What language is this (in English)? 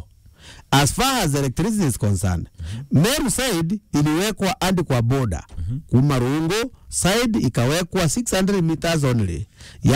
Meru